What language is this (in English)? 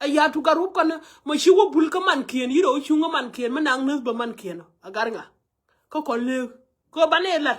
Nuer